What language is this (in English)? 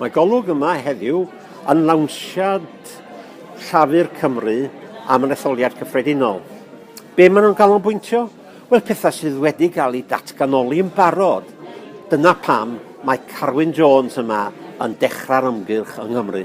Welsh